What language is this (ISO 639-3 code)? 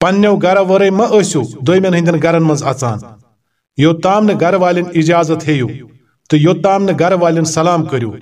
kas